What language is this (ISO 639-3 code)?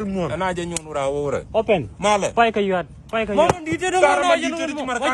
nus